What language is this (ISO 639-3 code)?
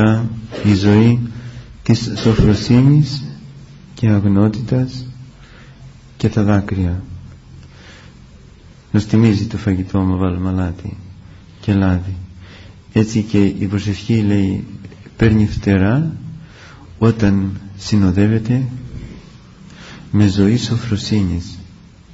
ell